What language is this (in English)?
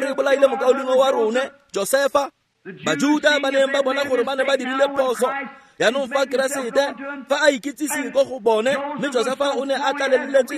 Tswana